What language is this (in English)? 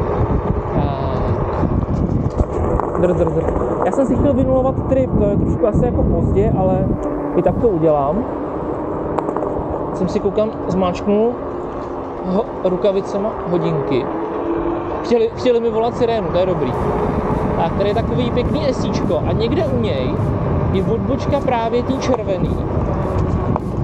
Czech